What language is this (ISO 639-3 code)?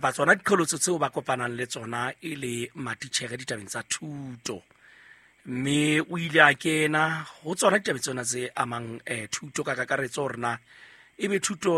sot